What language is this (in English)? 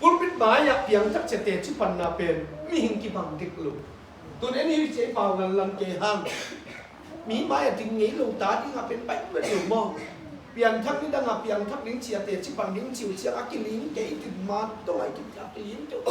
Tedim Chin